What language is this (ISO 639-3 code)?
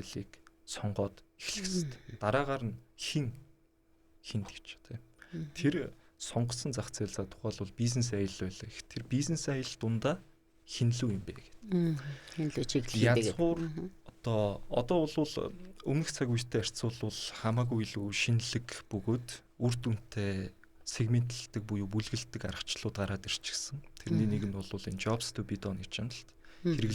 mon